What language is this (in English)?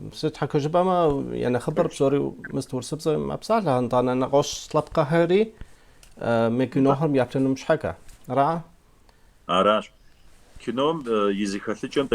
Kabardian